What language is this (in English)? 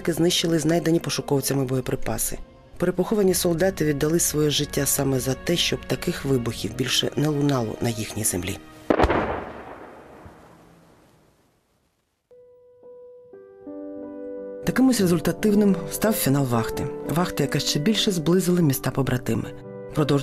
Ukrainian